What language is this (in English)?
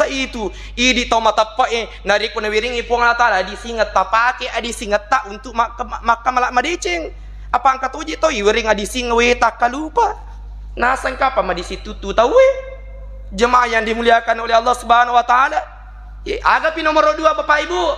Buginese